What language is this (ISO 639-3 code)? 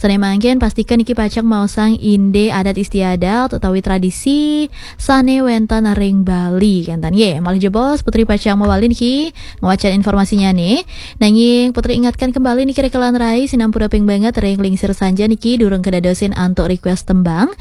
ban